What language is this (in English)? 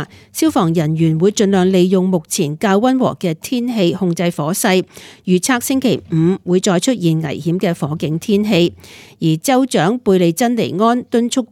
Cantonese